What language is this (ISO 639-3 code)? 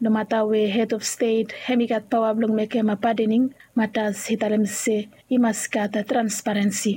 bis